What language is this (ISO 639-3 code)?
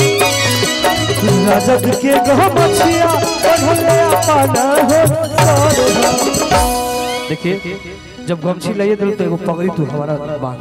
bho